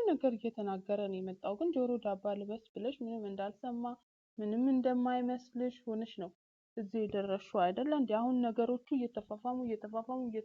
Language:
Amharic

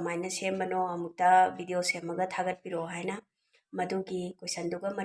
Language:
Manipuri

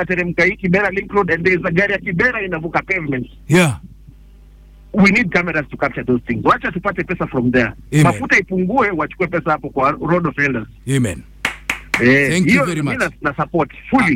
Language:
Swahili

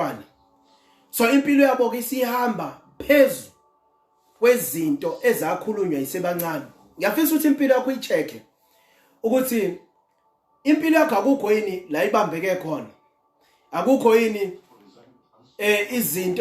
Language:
Zulu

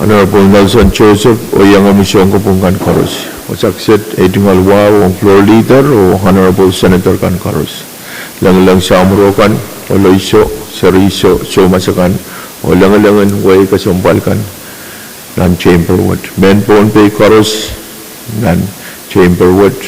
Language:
Pohnpeian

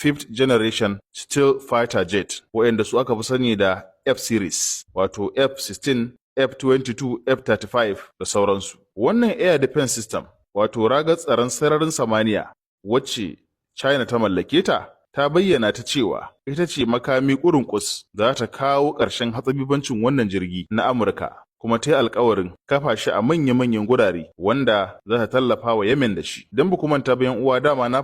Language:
Hausa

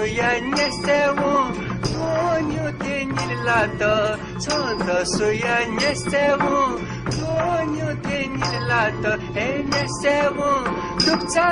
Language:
Newari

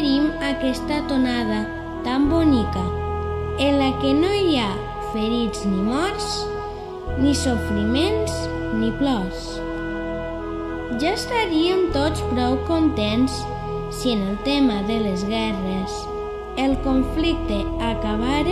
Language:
Catalan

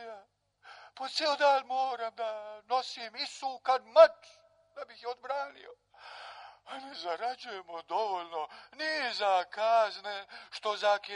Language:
Serbian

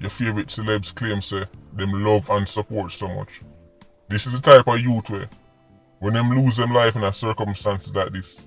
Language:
Jamaican Creole English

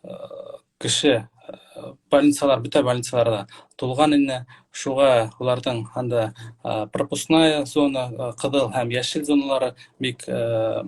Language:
Bashkir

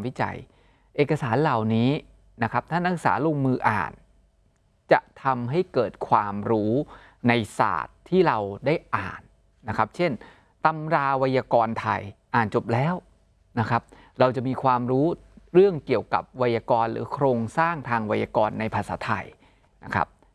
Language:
Thai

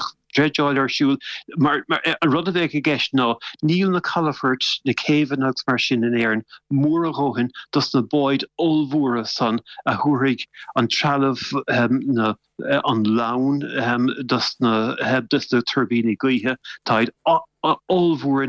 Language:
Irish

